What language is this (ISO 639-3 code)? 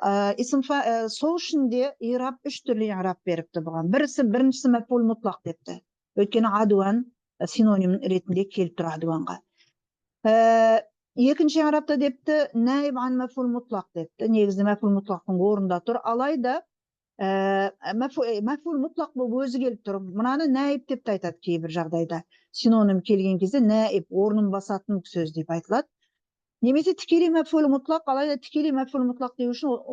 kaz